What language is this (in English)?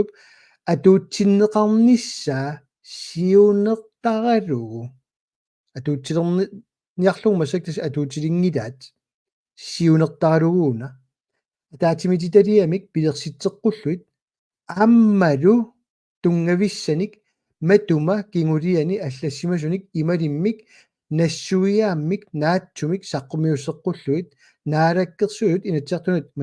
Kalaallisut